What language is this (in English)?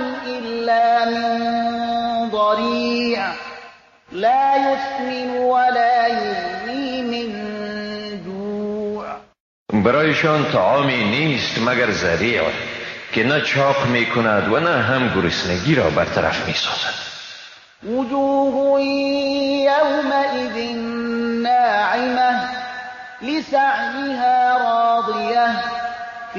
Persian